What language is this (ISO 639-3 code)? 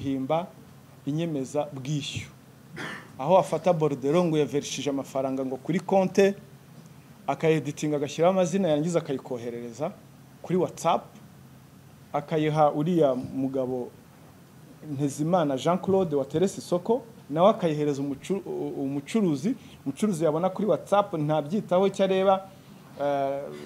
kin